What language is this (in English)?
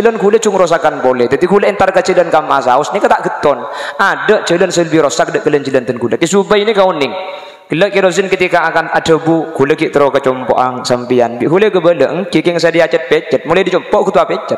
Madurese